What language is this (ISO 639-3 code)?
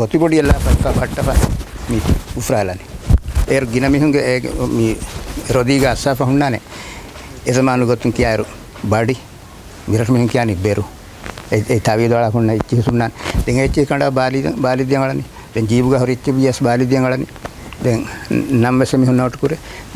div